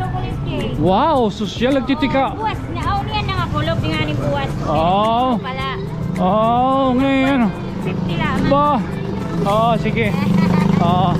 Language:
Waray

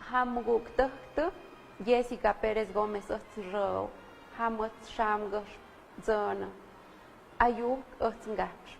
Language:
Tlahuitoltepec Mixe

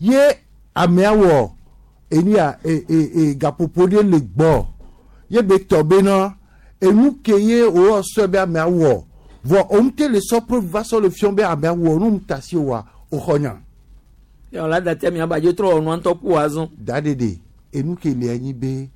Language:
Gen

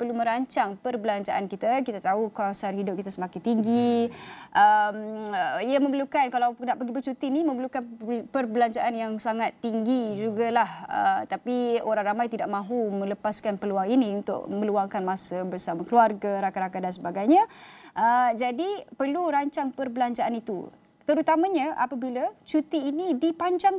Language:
Malay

